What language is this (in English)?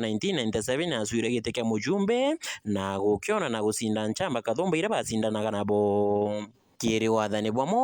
Meru